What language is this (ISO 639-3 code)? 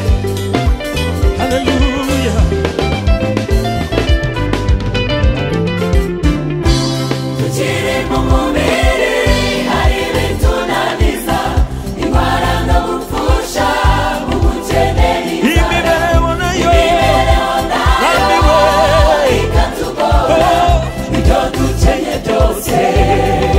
kin